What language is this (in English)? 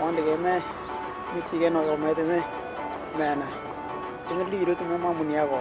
Western Dani